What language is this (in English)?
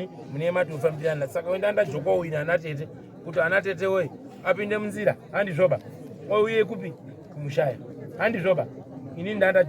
Shona